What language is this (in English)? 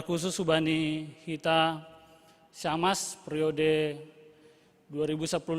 Batak Simalungun